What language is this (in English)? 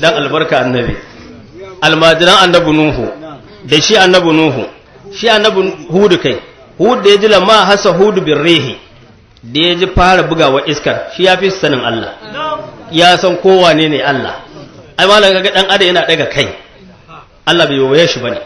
Hausa